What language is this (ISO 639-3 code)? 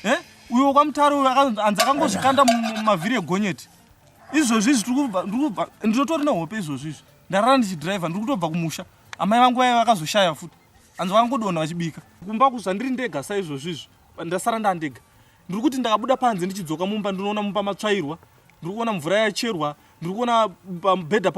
sna